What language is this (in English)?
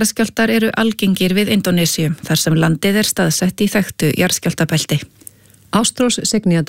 Icelandic